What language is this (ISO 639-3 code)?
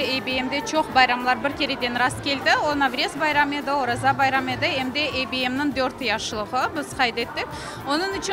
crh